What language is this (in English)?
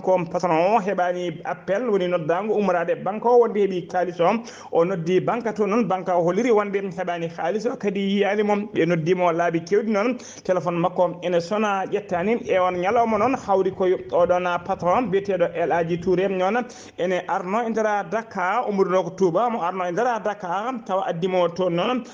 Fula